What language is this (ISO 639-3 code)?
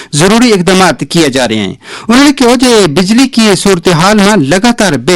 gju